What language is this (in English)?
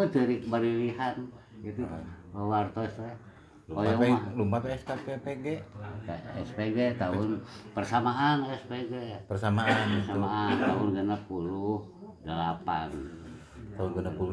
Sundanese